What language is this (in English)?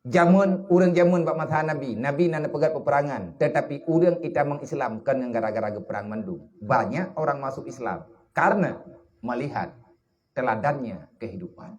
Achinese